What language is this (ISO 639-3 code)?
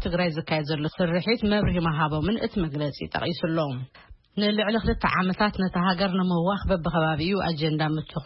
tir